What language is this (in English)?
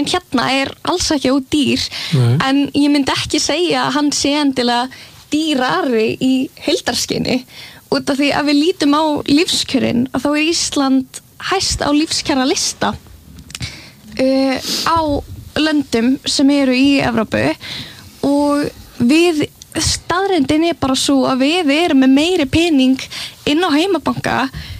Icelandic